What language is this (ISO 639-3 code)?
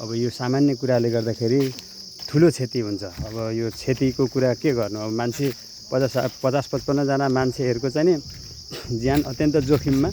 nep